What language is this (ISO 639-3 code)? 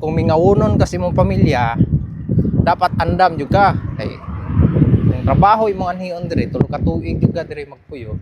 ceb